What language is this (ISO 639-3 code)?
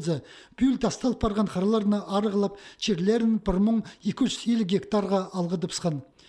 kjh